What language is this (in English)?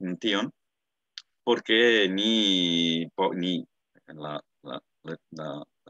Esperanto